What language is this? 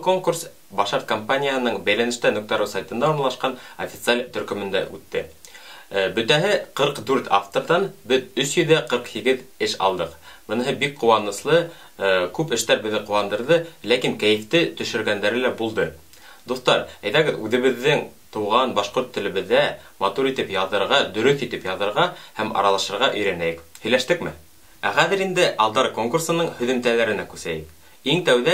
Bashkir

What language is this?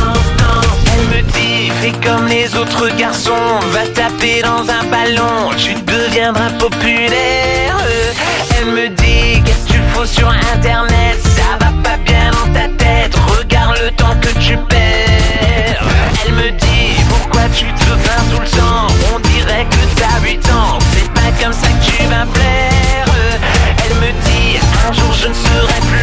French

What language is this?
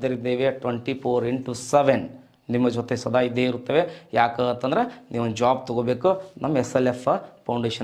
Kannada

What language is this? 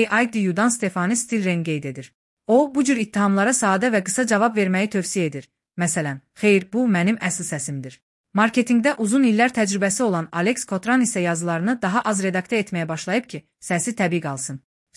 Azerbaijani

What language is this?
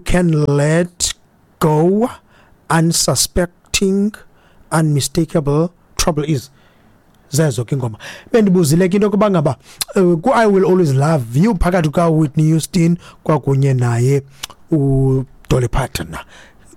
Xhosa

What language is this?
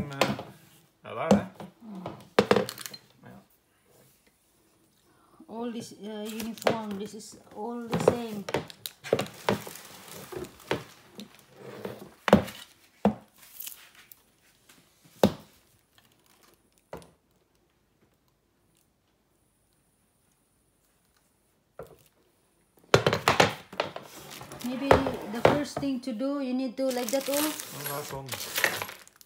Norwegian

